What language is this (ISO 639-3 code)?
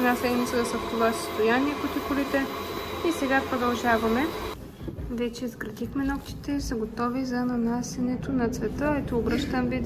bul